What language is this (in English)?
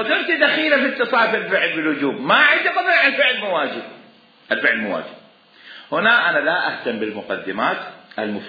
Mesopotamian Arabic